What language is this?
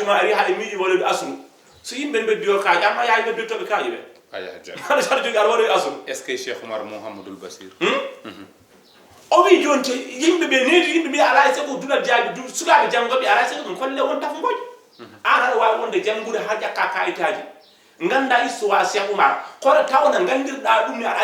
Fula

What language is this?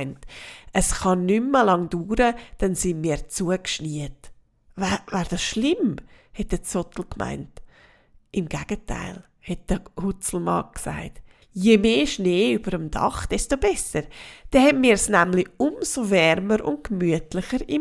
Swiss German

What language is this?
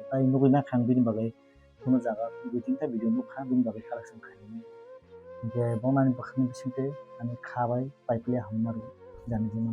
Kok Borok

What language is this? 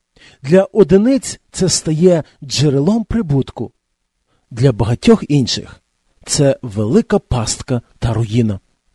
Ukrainian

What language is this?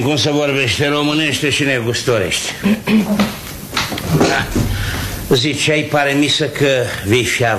Romanian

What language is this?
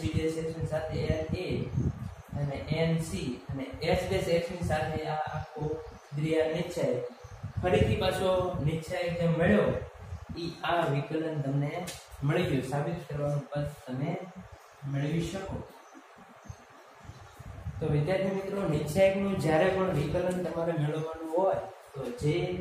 Gujarati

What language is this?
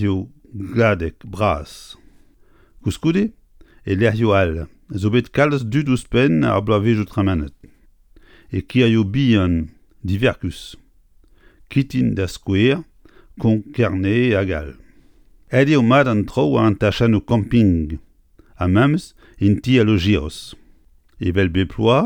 Breton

